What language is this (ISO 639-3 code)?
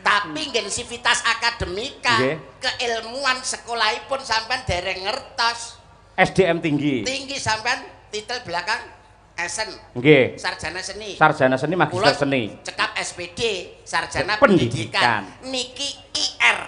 jav